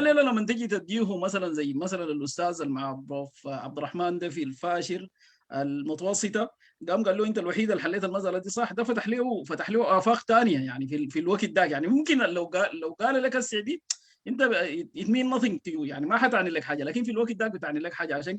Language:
Sudanese Arabic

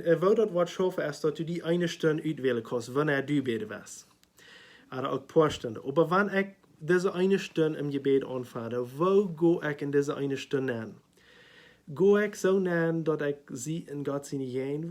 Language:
Plautdietsch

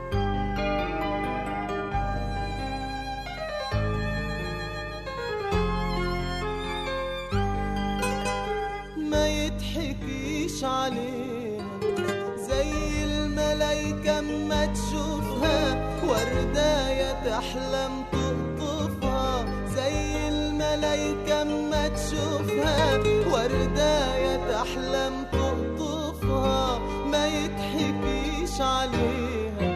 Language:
Egyptian Arabic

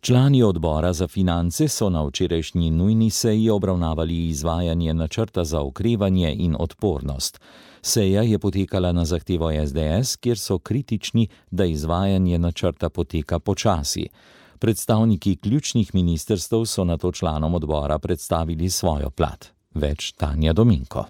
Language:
Slovenian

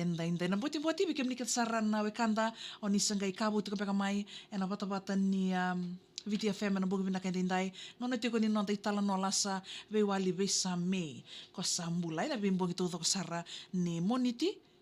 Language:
Fijian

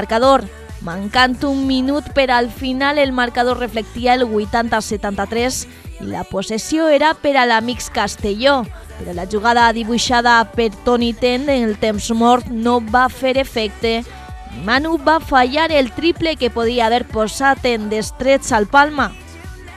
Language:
Catalan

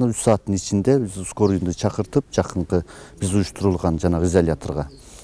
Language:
Kyrgyz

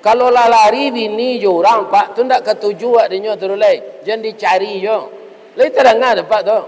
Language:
Minangkabau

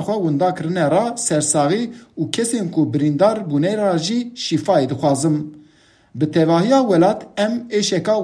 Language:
Kurdish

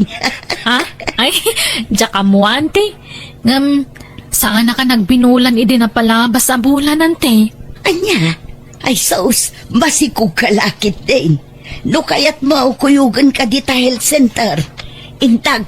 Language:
Iloko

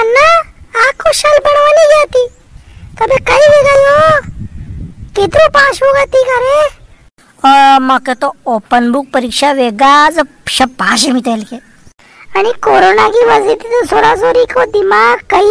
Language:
Rajasthani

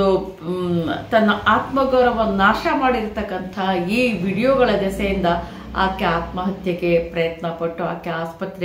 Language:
Kannada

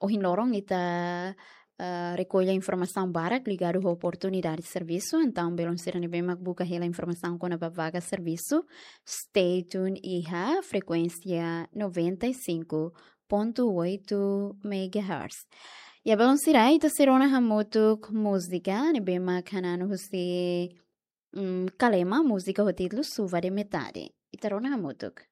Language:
Tetum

